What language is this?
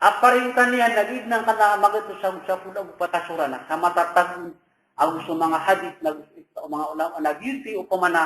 Maranao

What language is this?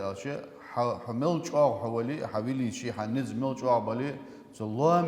Ingush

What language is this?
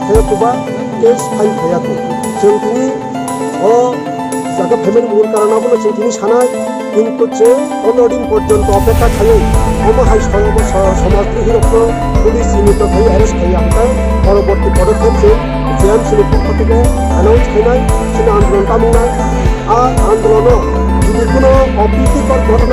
Kok Borok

